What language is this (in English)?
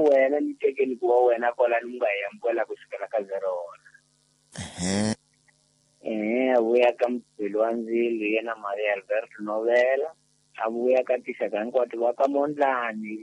Tsonga